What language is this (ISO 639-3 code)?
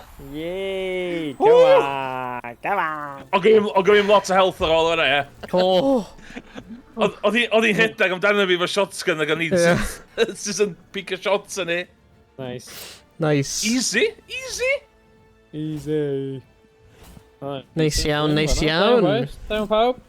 cym